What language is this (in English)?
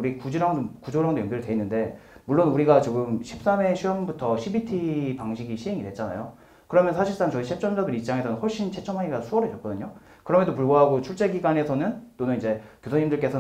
Korean